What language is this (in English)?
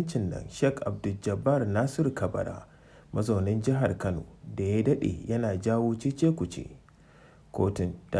Hausa